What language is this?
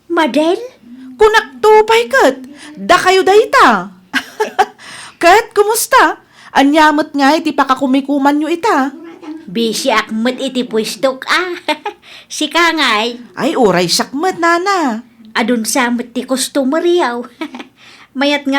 Iloko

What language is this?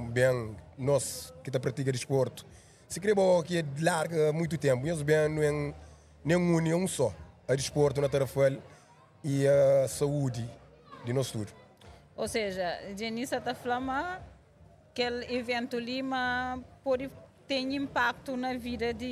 Kabuverdianu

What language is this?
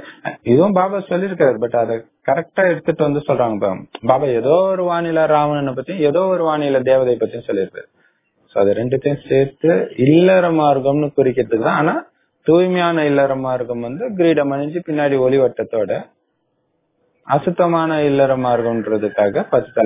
Tamil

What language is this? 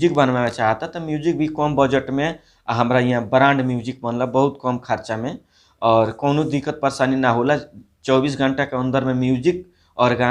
Bhojpuri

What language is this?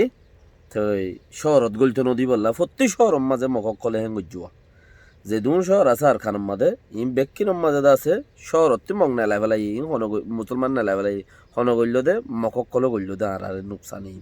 Rohingya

